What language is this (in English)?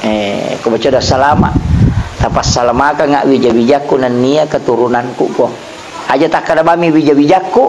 Buginese